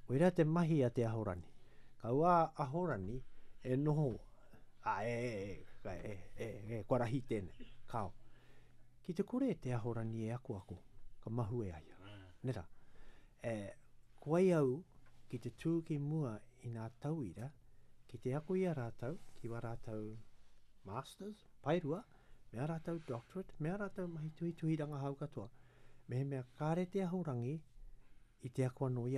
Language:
Latvian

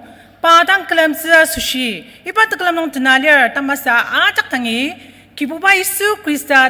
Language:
Ao Naga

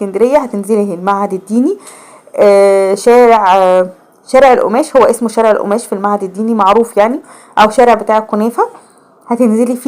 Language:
Egyptian Arabic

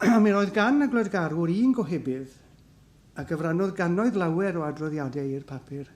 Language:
Welsh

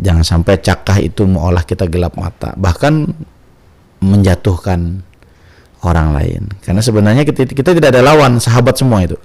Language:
Banjar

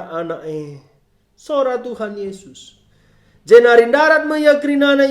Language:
Batak Karo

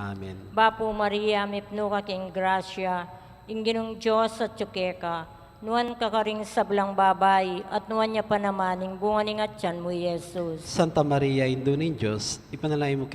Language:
Pampanga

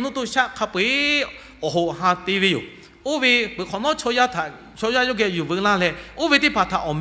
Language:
Lahu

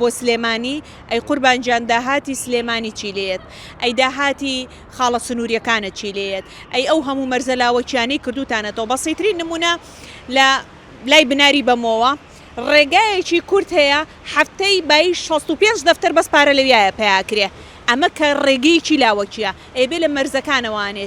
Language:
Central Kurdish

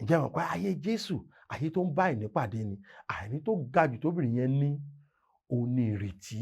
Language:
Yoruba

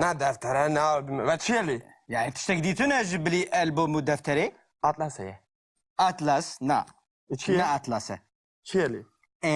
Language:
Kurdish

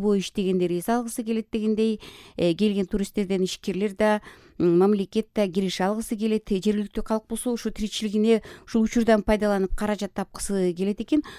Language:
Kyrgyz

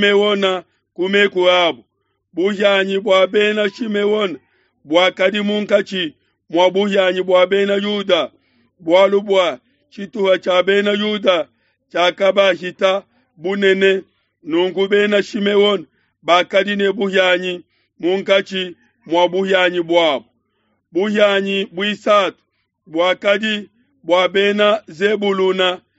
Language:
Luba-Lulua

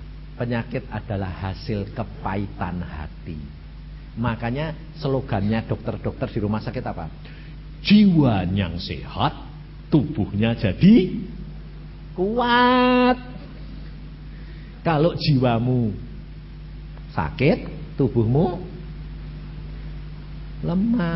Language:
Indonesian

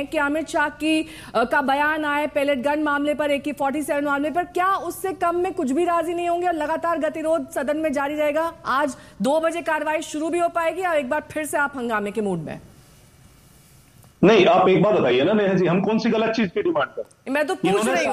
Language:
Hindi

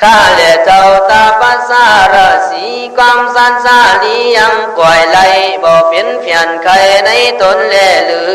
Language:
Khün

